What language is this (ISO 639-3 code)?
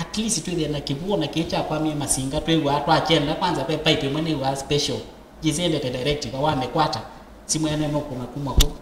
kam